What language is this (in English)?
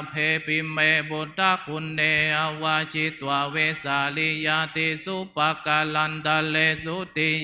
Pali